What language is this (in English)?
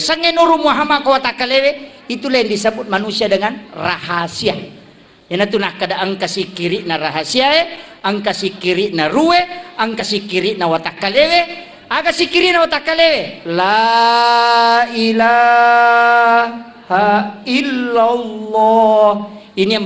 Buginese